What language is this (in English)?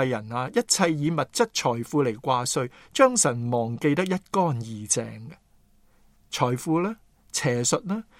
Cantonese